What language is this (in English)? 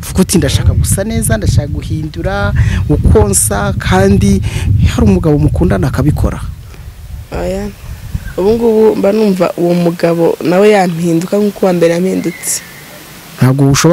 Kinyarwanda